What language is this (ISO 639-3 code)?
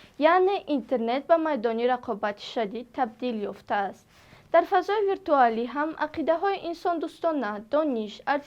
tgk